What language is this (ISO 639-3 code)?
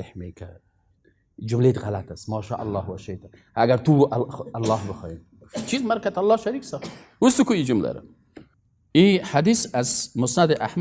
fas